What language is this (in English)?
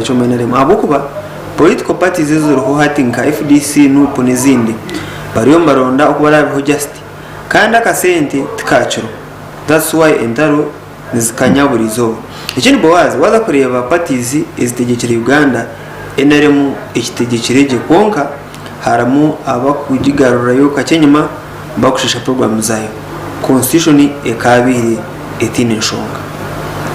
Nyankole